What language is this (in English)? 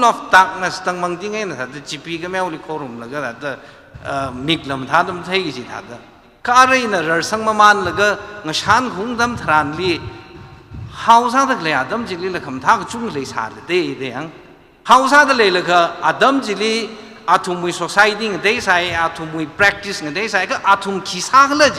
Tangkhul Naga (India)